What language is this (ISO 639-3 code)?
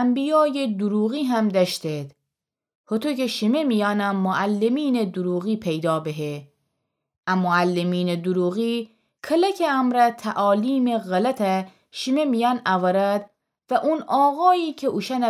glk